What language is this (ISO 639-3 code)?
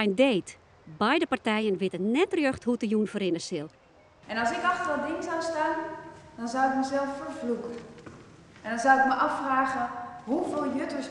fry